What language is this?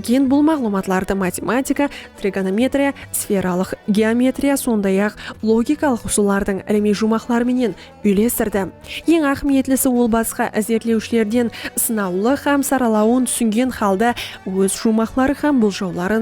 Kara-Kalpak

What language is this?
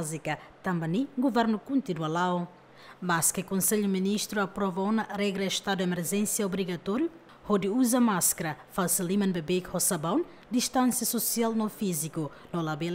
Tetum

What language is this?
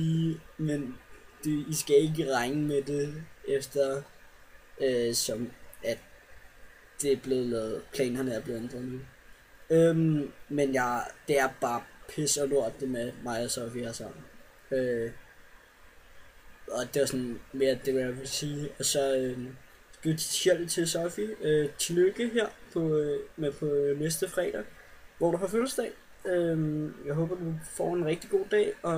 Danish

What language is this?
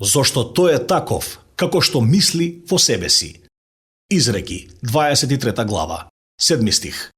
Macedonian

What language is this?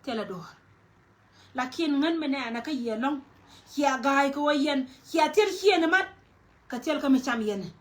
Nuer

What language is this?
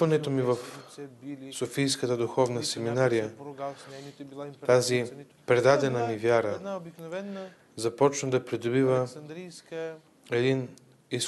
Bulgarian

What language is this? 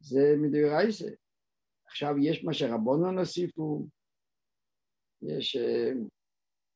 Hebrew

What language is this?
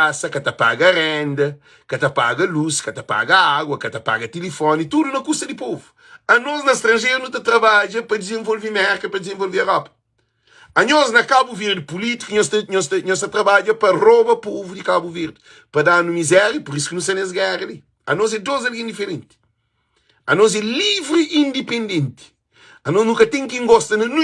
Kabuverdianu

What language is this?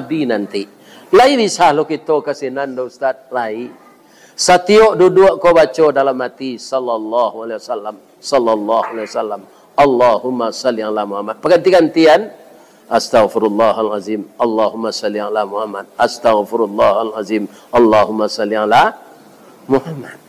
Minangkabau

